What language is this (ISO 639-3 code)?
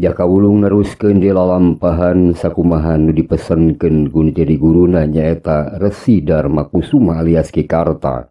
sun